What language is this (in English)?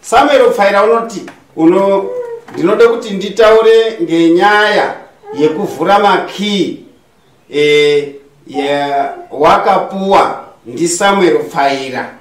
Shona